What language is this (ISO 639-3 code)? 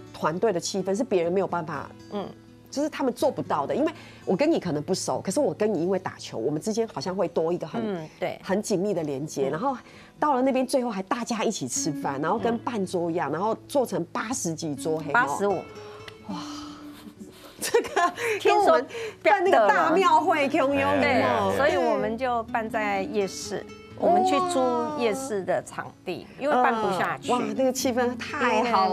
zho